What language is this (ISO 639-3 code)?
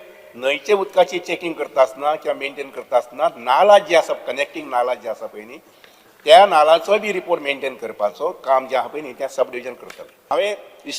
kok